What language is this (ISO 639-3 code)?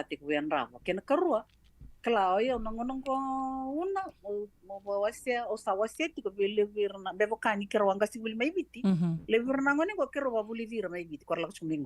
fij